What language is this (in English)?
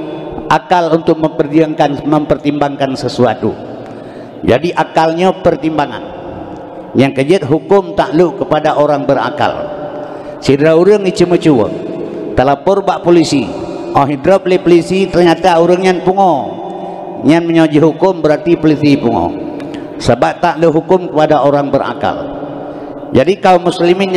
Achinese